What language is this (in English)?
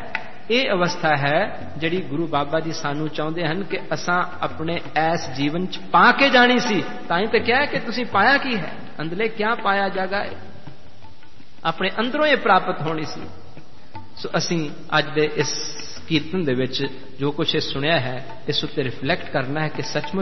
Punjabi